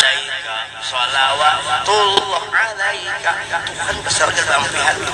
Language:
Banjar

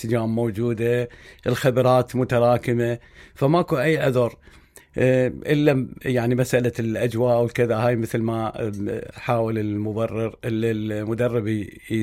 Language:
Mesopotamian Arabic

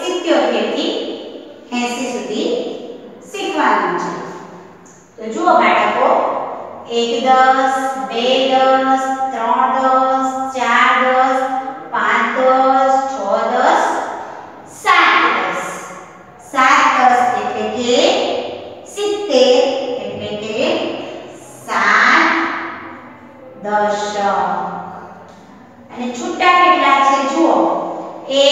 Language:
Gujarati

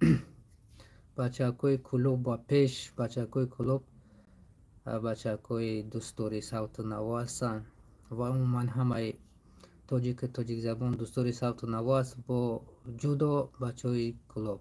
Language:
Tajik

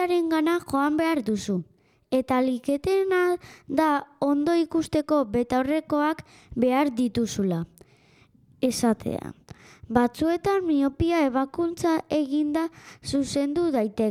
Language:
Basque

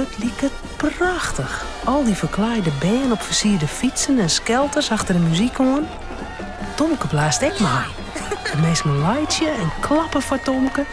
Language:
Western Frisian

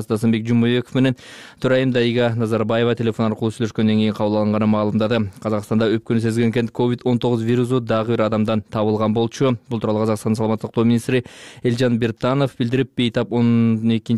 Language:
Kyrgyz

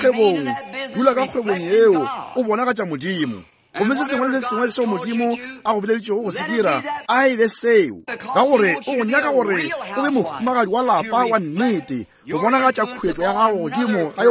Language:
Northern Sotho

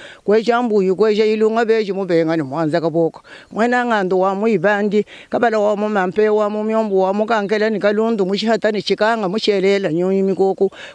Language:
Luba-Lulua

